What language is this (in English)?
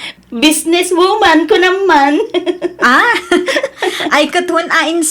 Iloko